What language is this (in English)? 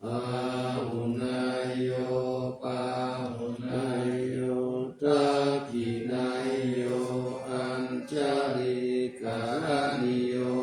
Pali